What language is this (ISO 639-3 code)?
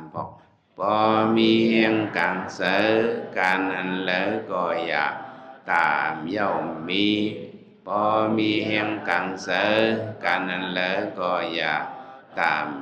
shn